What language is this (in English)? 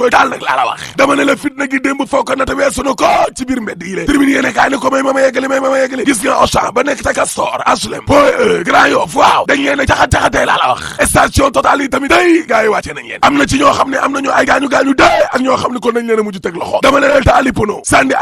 Wolof